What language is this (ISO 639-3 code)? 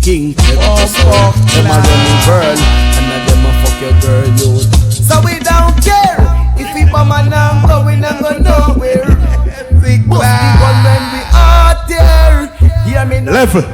jam